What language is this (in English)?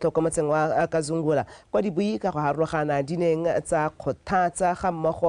Tswana